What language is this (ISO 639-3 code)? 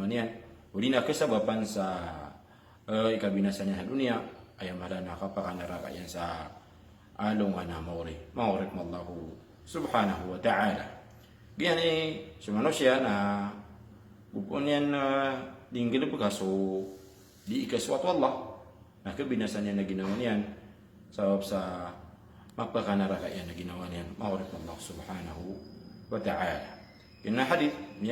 mrw